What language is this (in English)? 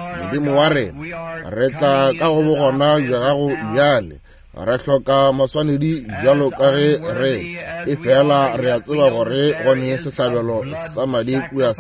Northern Sotho